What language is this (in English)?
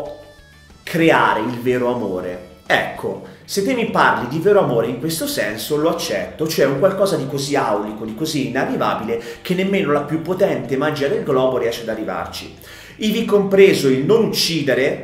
Italian